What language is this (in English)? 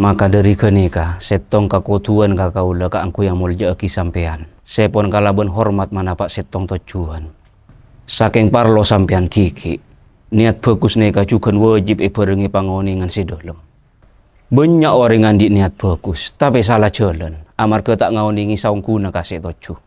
Madurese